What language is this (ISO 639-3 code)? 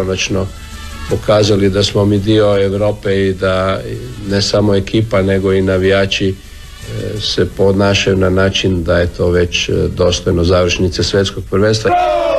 hrv